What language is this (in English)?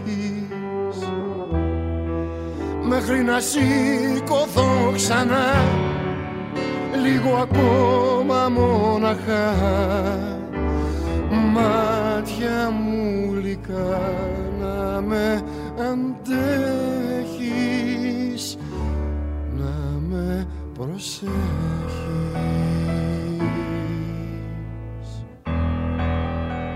Greek